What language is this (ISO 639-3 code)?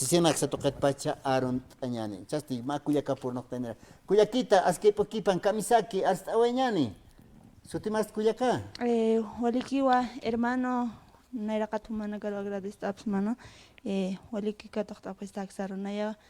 aym